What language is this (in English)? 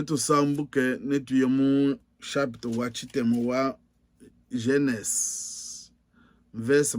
Luba-Lulua